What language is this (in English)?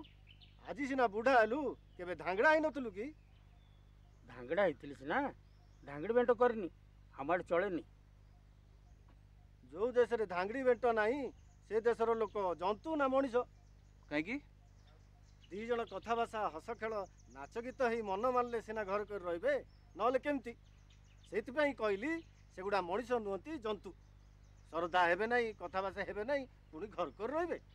Odia